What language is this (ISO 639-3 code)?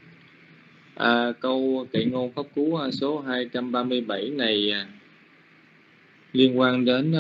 vie